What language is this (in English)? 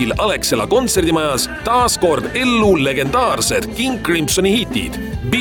Estonian